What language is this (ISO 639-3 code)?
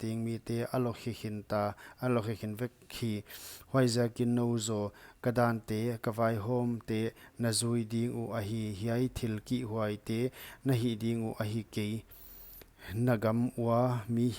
pck